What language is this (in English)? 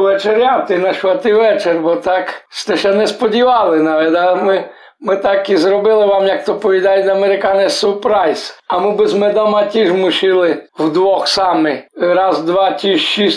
Rusyn